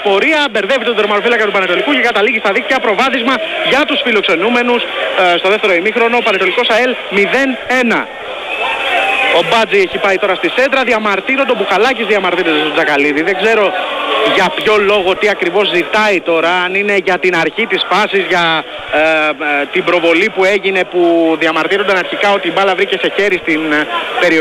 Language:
Greek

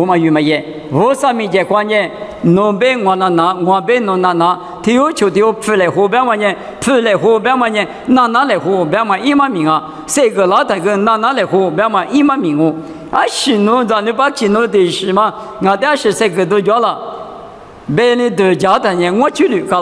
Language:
Lisu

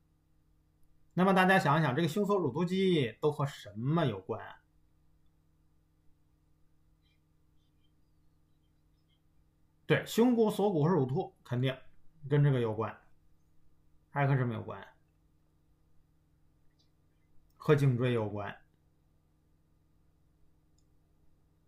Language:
Chinese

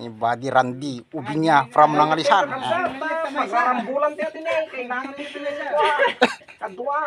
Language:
Iloko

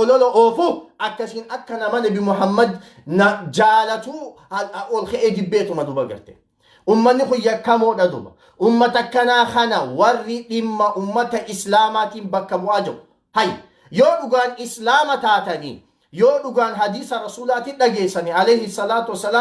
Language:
Oromo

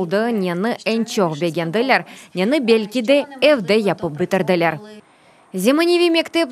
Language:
Crimean Tatar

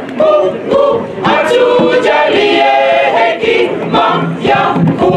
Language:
Swahili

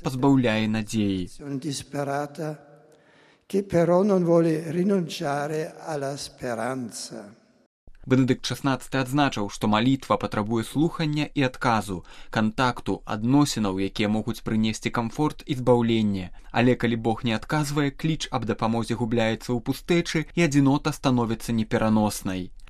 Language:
Belarusian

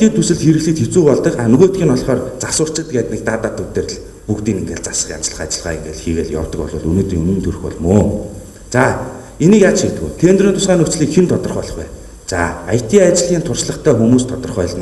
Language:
Mongolian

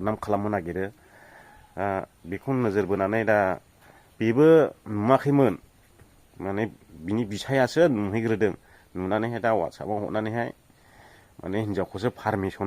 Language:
Bodo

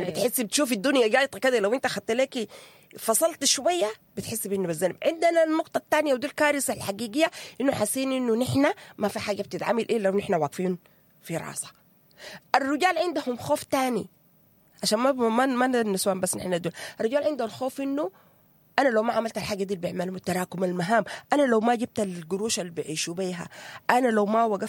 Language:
Sudanese Arabic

